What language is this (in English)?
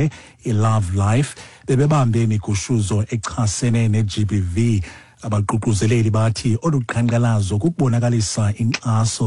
Xhosa